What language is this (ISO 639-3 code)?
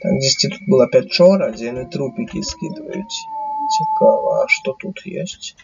bel